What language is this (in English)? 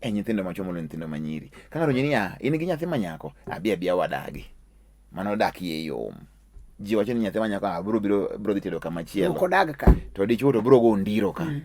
Luo (Kenya and Tanzania)